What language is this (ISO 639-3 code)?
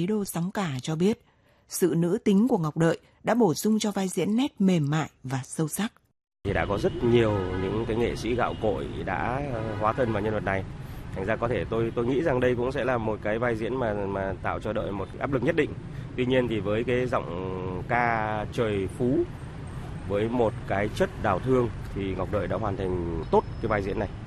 vie